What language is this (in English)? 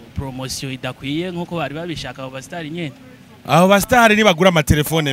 Rundi